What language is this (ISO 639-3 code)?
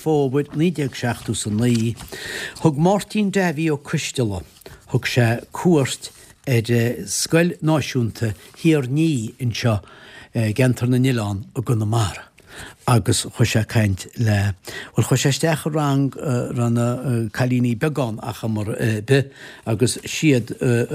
gle